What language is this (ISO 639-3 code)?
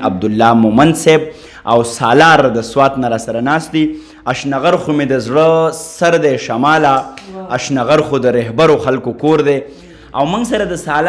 pus